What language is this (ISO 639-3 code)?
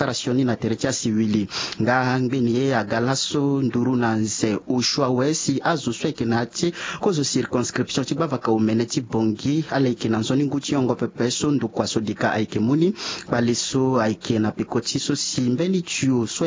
sag